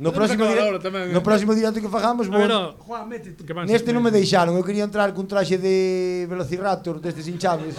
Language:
Galician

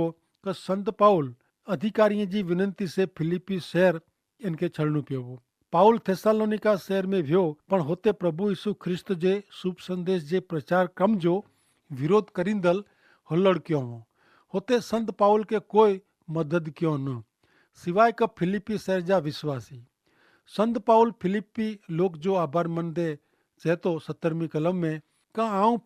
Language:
Kachhi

